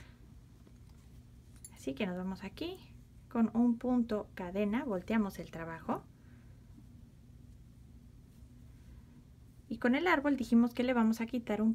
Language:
Spanish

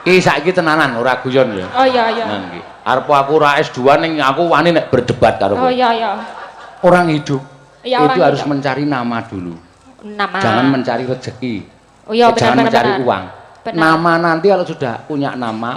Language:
Javanese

